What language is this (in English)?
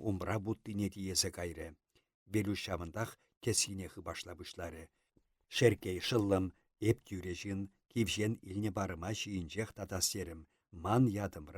Chuvash